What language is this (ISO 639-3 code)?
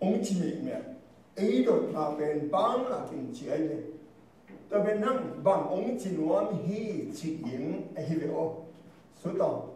ctd